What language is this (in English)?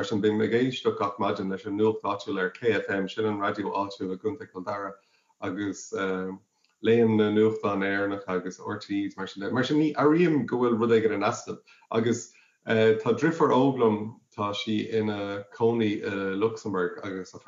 Irish